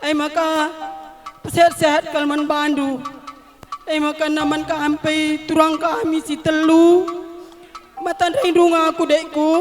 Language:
Batak Karo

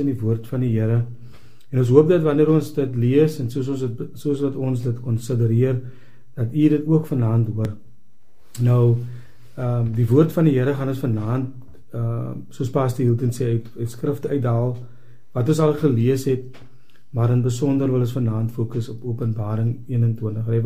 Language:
Afrikaans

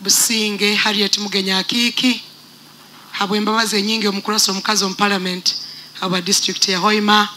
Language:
Nyoro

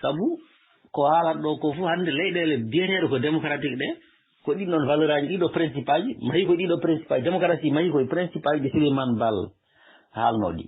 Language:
Fula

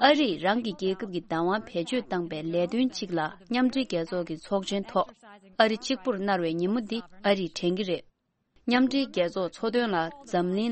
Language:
Tibetan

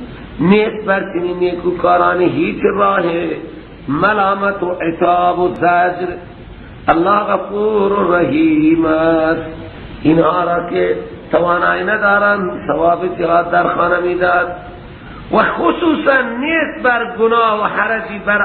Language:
Persian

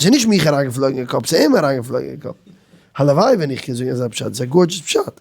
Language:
Yiddish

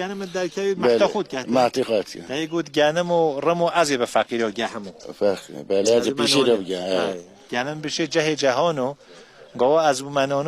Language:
Kurdish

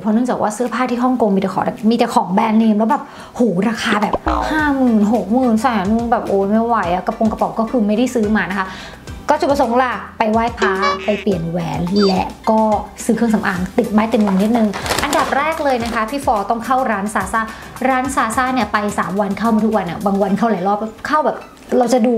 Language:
Thai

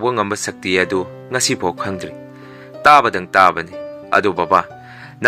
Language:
Manipuri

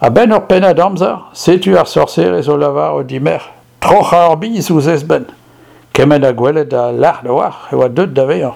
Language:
Breton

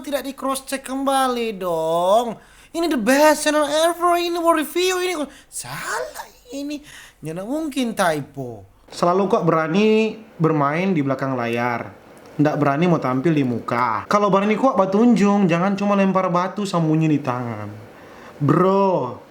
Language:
Manado Malay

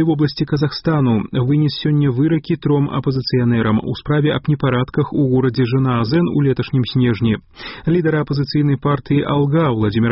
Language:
Belarusian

